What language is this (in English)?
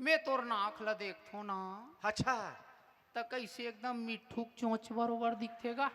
Chhattisgarhi